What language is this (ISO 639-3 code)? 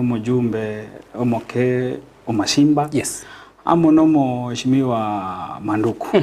guz